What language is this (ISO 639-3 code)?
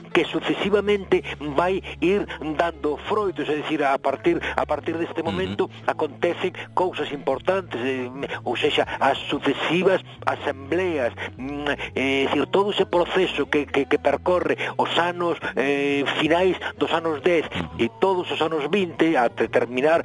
glg